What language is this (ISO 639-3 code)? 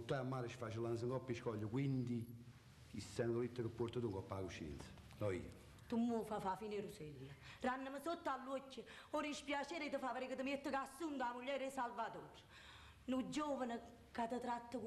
nap